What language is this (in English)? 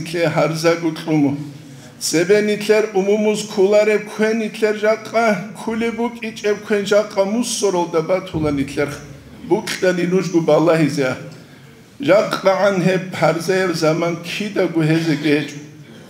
Avaric